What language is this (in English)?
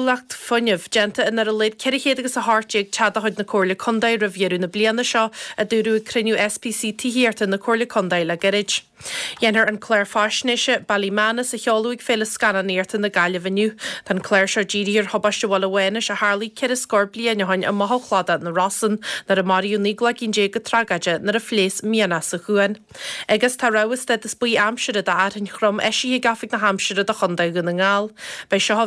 Irish